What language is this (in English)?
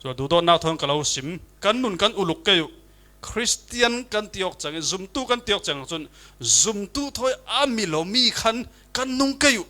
Falam Chin